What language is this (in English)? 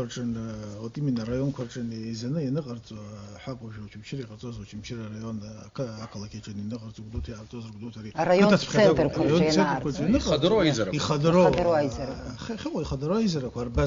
Abkhazian